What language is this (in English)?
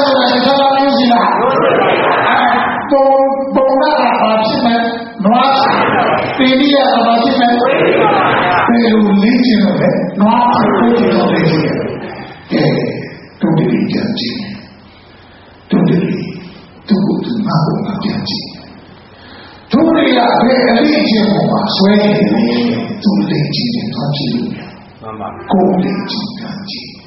Burmese